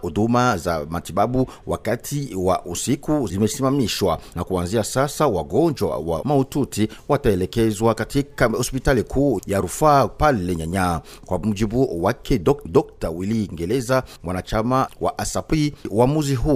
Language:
Swahili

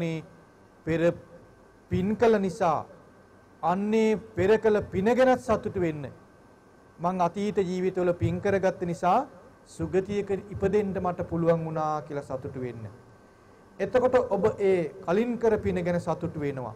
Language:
Sinhala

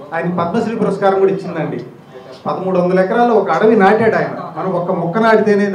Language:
Telugu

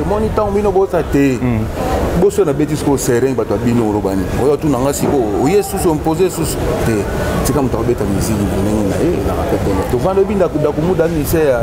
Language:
Lingala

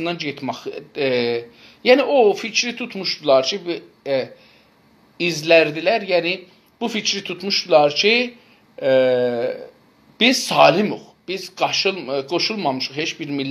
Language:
South Azerbaijani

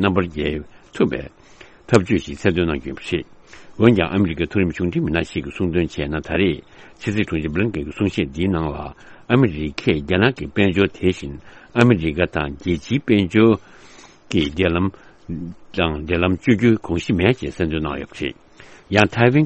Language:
Tibetan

